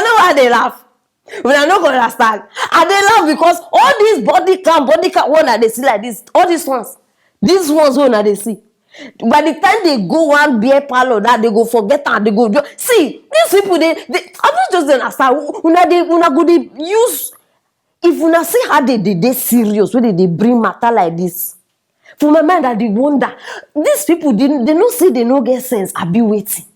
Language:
Nigerian Pidgin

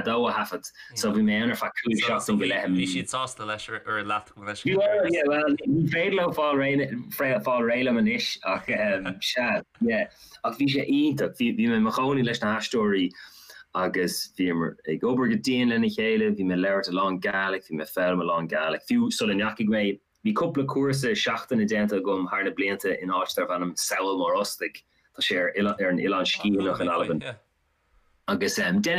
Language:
Irish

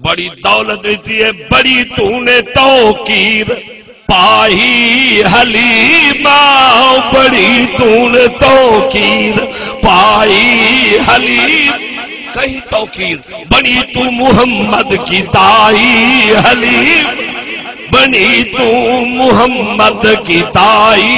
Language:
Saraiki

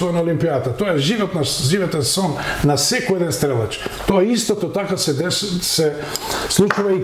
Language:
Macedonian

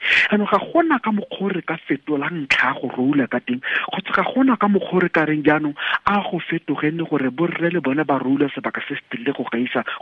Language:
Tswana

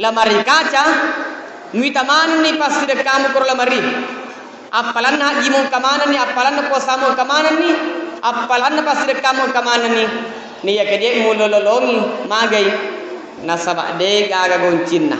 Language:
Buginese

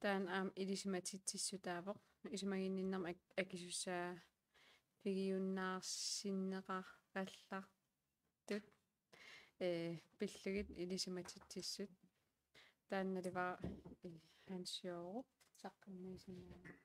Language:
Kalaallisut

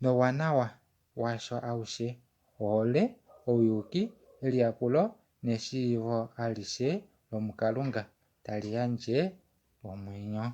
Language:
Kuanyama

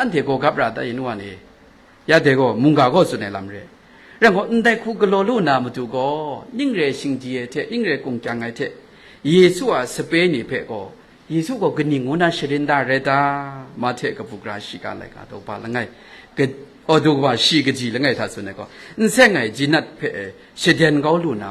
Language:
Kachin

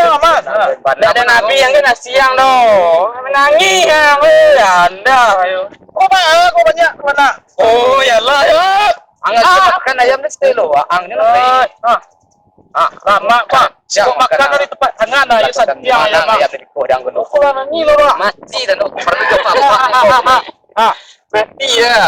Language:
Minangkabau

